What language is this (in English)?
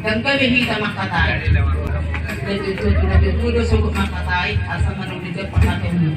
Batak Toba